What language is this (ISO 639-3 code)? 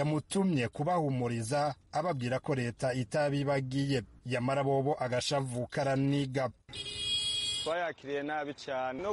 kin